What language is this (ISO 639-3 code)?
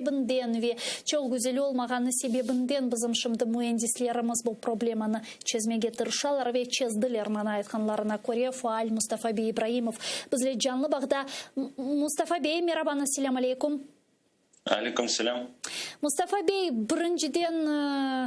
crh